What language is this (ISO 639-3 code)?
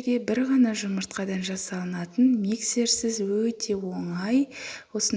kaz